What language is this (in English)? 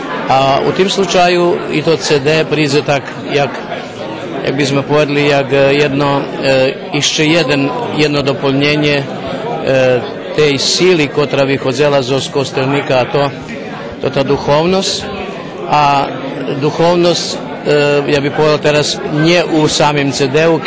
Rusyn